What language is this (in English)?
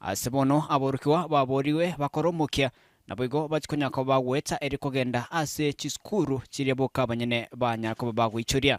Gusii